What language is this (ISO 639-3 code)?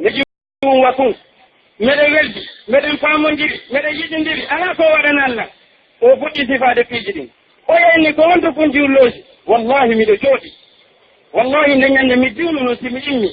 fuf